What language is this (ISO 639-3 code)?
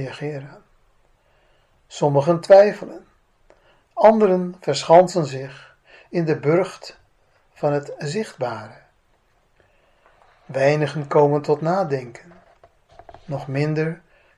nld